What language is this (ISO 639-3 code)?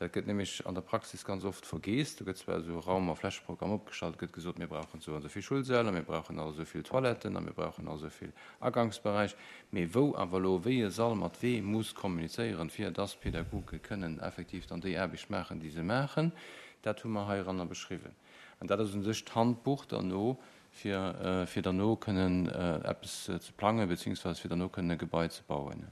ltz